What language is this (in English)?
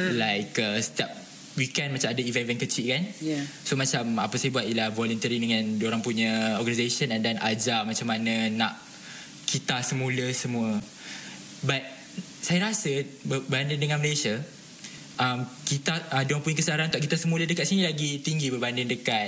Malay